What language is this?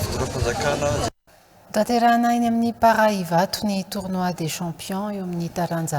Malagasy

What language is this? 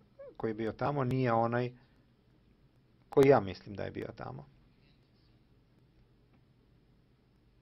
Croatian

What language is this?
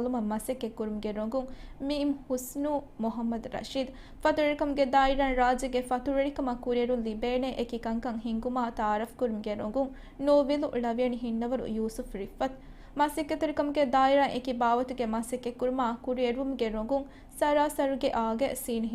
Divehi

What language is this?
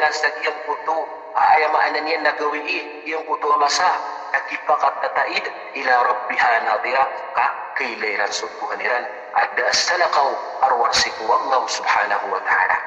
Maranao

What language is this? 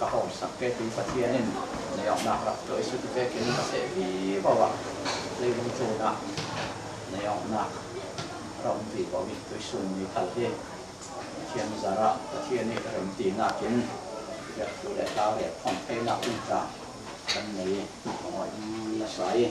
Falam Chin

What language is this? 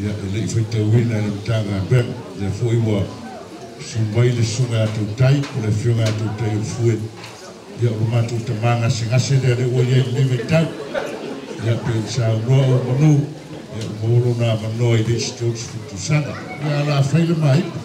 Samoan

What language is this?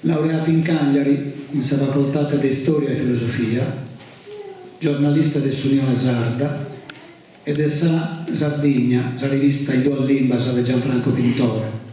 Sardinian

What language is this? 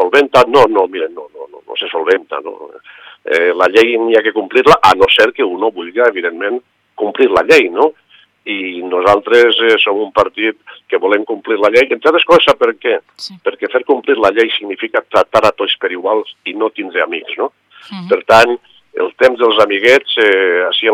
Catalan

